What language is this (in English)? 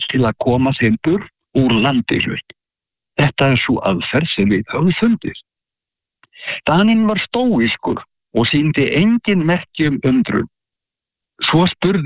Icelandic